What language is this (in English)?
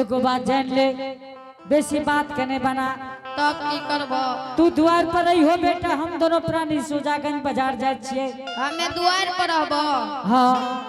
Angika